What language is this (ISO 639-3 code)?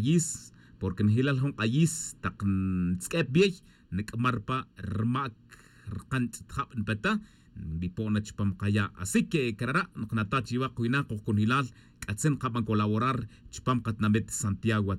tzj